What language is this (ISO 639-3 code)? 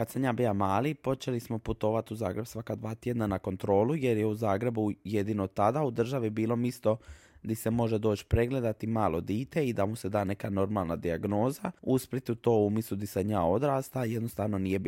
hrv